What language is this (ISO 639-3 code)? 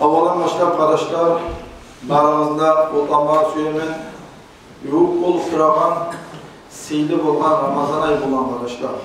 kum